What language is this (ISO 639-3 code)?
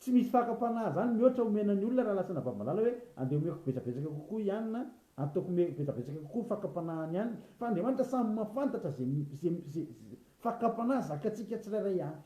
mlg